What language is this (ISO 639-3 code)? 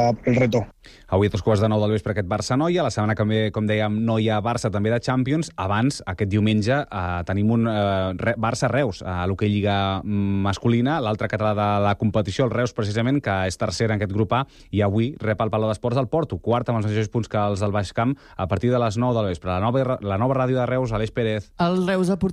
cat